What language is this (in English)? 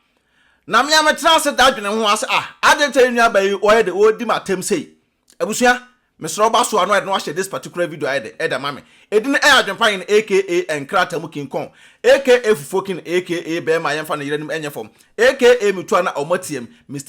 Akan